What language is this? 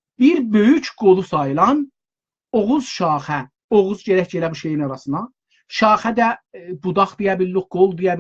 South Azerbaijani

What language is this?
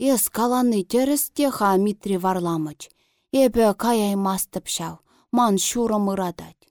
Chuvash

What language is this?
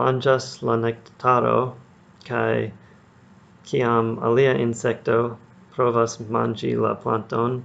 Esperanto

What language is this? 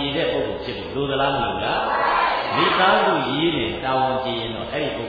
Burmese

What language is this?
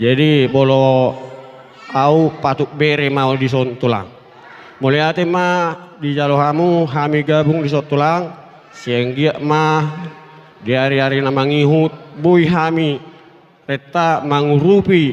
Batak Toba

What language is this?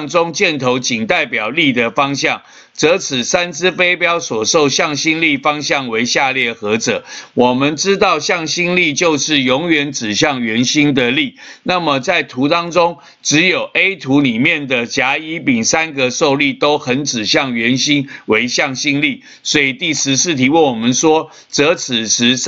Chinese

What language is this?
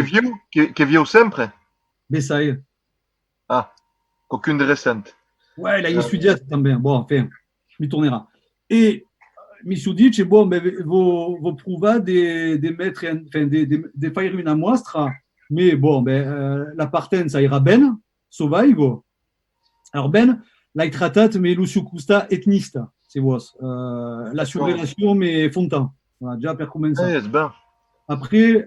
Occitan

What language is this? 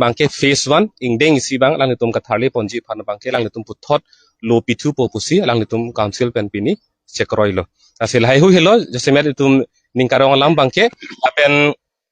Karbi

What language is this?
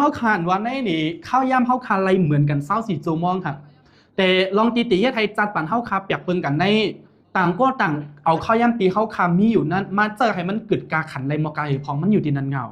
Shan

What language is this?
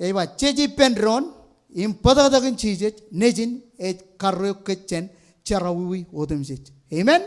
Marshallese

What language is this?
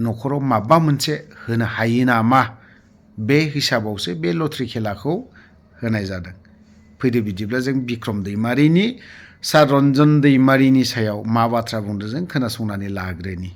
Bodo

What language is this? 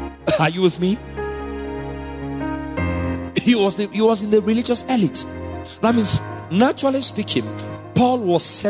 English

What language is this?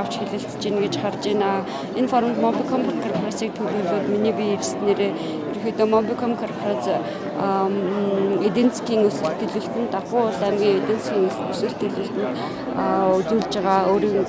Mongolian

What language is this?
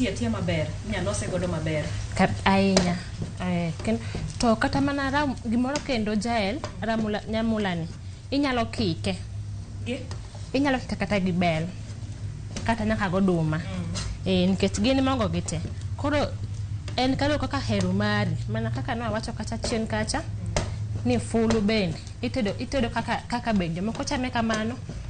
Luo (Kenya and Tanzania)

